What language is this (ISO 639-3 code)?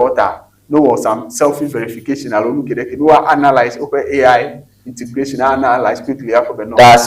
ewe